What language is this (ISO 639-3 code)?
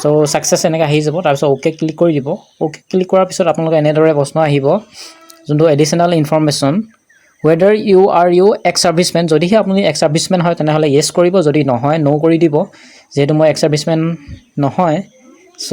asm